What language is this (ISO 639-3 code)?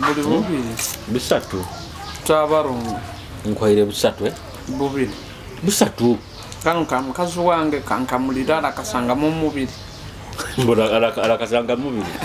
nyo